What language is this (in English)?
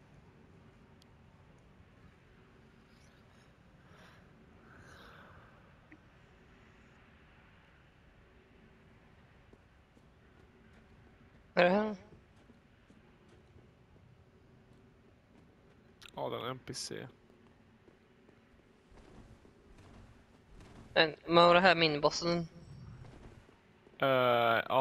Swedish